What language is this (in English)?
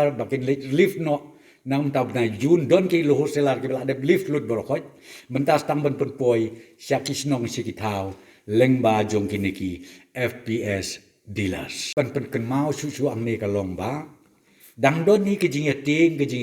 Khasi